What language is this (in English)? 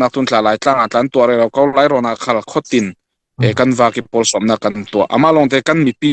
Falam Chin